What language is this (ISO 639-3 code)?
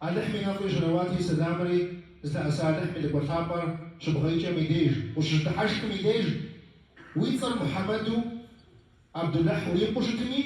kbd